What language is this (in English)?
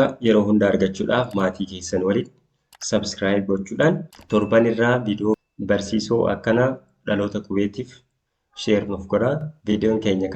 Oromo